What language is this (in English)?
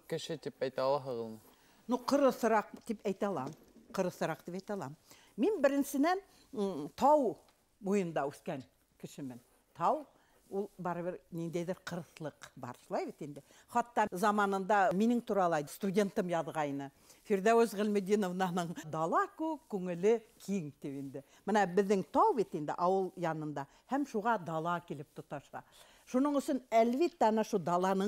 Bashkir